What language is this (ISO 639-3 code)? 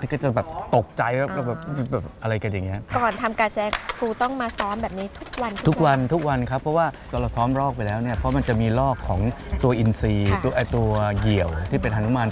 tha